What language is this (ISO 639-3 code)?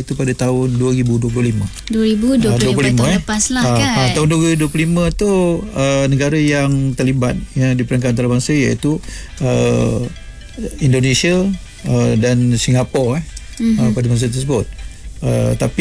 msa